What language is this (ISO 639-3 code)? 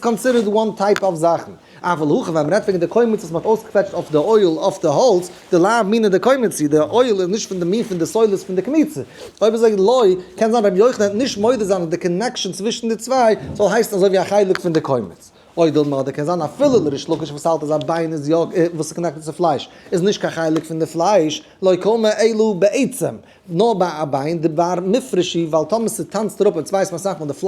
yid